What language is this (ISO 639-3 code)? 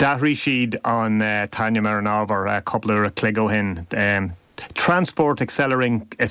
gle